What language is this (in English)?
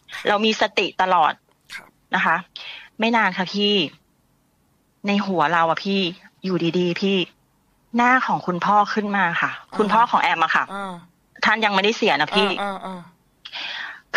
Thai